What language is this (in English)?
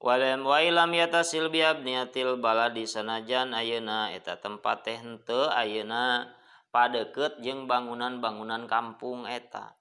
Sundanese